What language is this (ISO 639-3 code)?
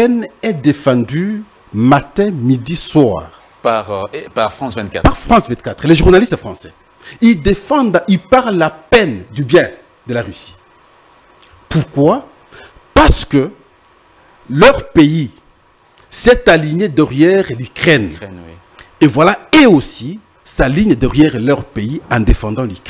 fra